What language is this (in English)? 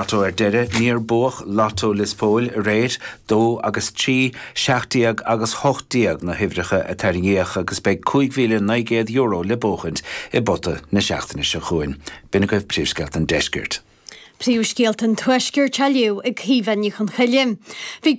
Irish